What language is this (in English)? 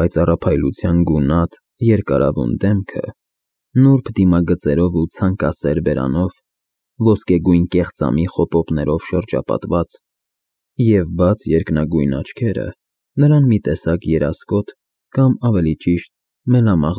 Armenian